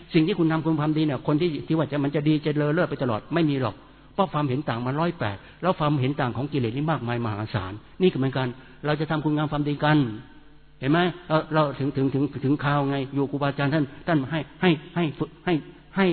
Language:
Thai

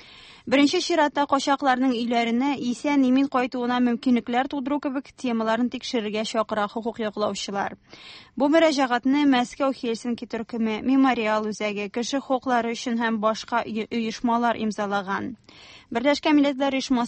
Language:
Tatar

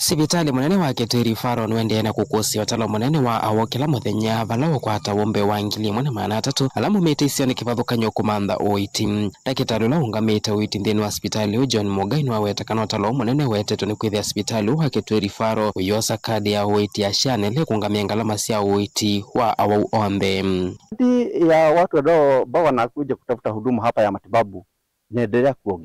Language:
Kamba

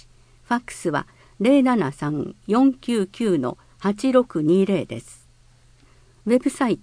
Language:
Japanese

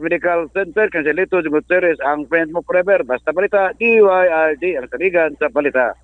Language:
Cebuano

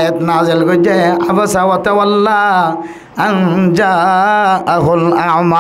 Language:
Rohingya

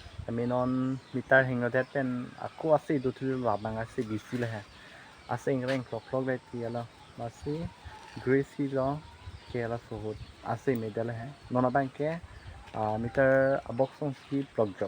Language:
Karbi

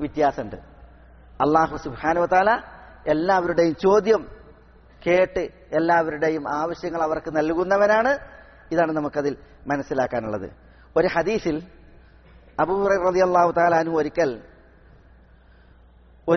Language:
Malayalam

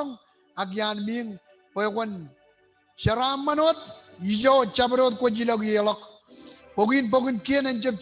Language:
Marshallese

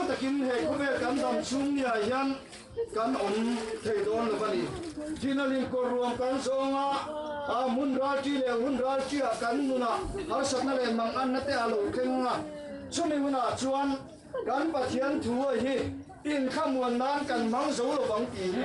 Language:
Mizo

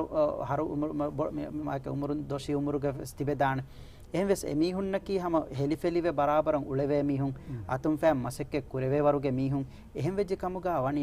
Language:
Divehi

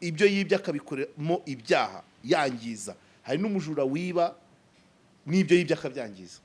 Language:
Kinyarwanda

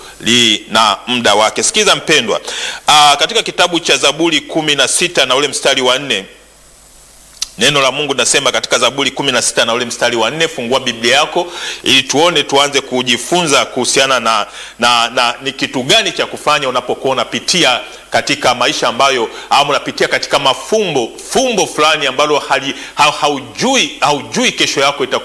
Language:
Swahili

